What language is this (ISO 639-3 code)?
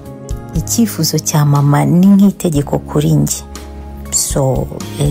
kin